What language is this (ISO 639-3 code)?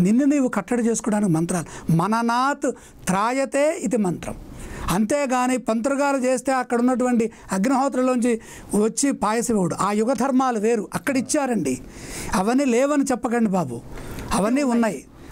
tel